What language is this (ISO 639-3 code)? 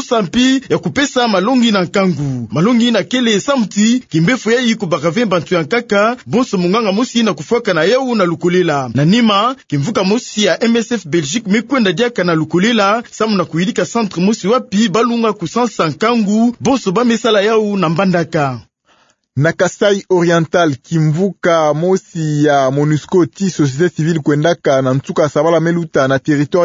ktu